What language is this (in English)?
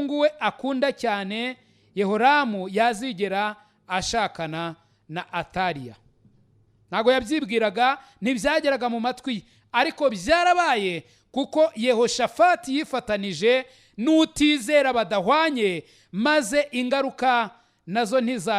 Kinyarwanda